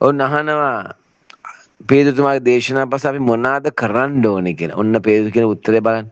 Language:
Sinhala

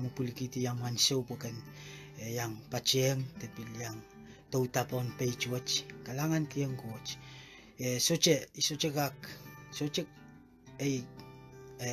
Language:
Pohnpeian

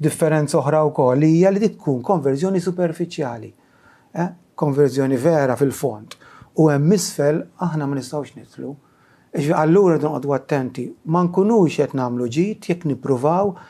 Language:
Maltese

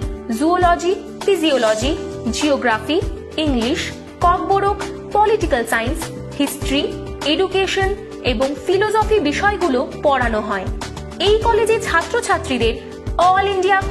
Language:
Bangla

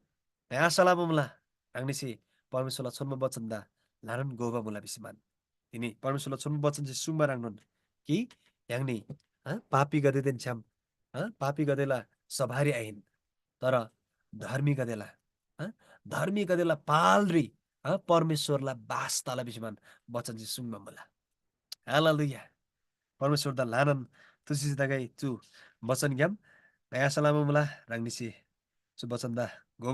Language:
Eastern Tamang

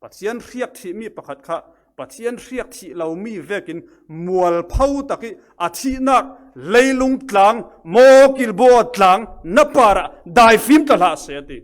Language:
Falam Chin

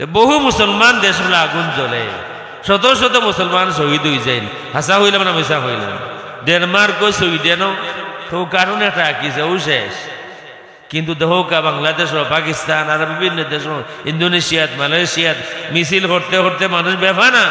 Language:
Sylheti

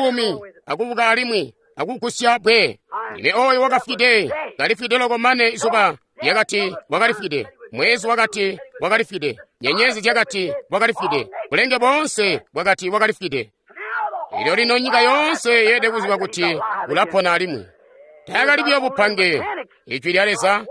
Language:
Tonga (Zambia)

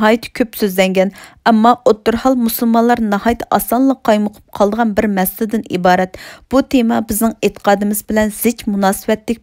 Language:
Uyghur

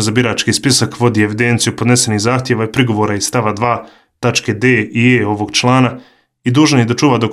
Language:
Bosnian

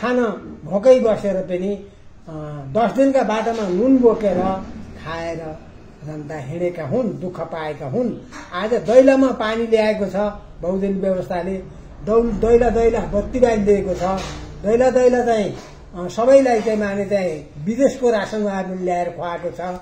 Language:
Nepali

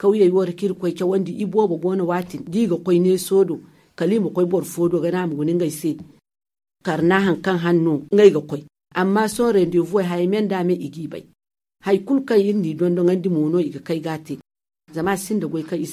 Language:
Zarma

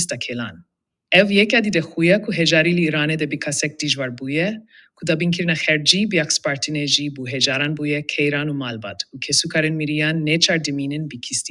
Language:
Kurdish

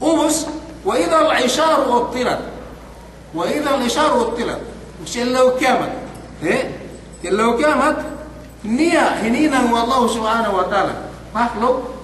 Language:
Yakan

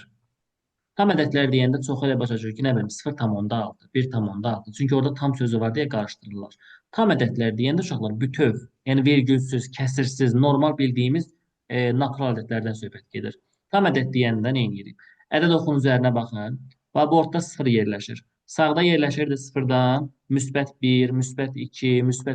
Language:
Azerbaijani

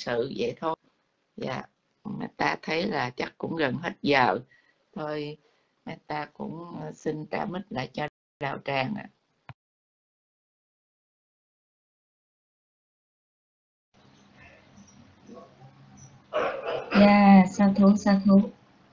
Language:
Vietnamese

